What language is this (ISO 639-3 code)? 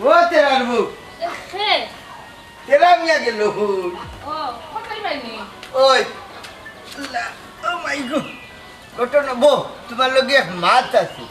syl